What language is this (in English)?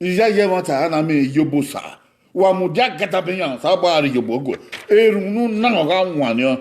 Bini